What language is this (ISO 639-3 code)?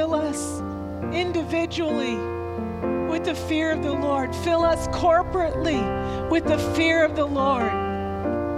eng